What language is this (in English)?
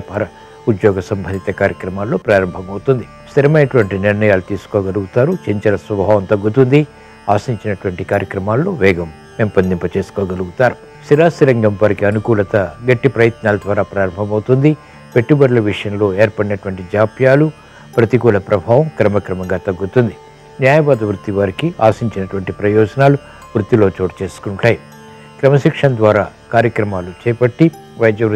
Telugu